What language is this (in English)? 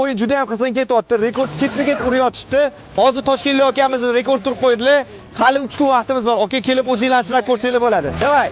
Uzbek